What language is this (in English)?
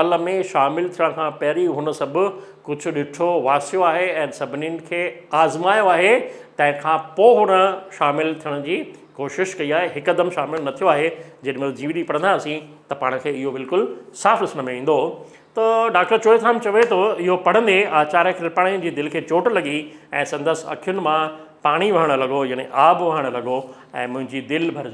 Sindhi